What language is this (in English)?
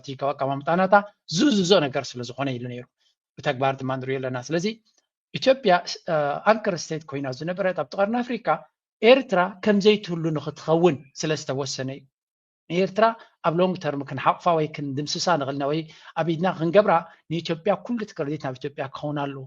Tigrinya